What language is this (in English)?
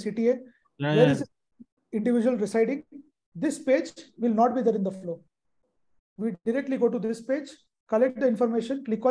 English